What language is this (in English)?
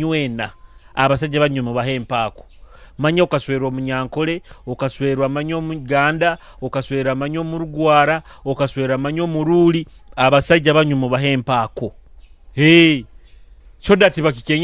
Nyoro